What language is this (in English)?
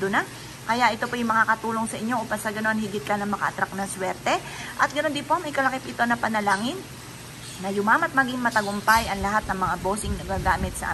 Filipino